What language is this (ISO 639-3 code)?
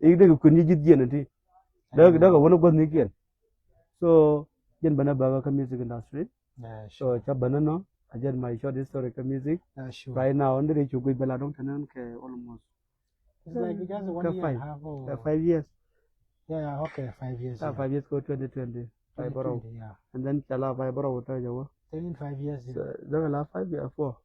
nus